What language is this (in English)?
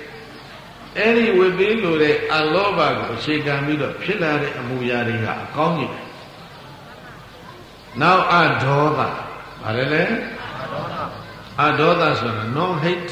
Burmese